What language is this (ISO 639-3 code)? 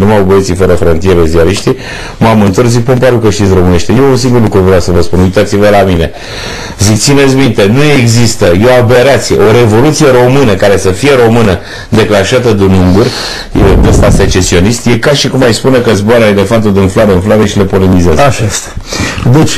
ron